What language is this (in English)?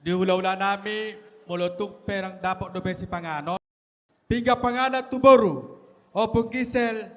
Batak Toba